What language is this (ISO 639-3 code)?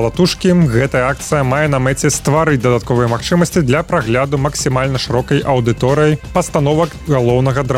bel